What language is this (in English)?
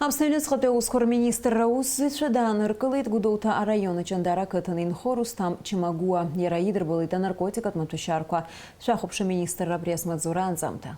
Abkhazian